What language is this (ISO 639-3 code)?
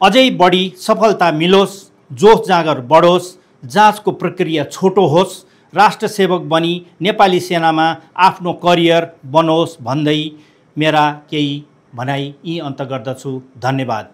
nep